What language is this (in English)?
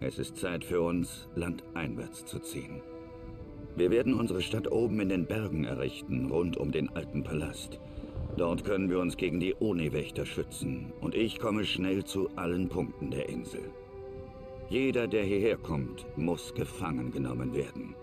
Bavarian